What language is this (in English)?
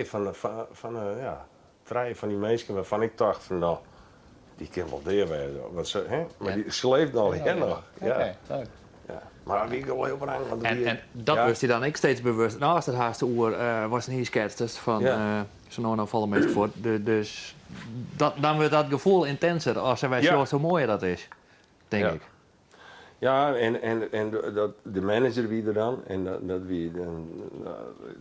Western Frisian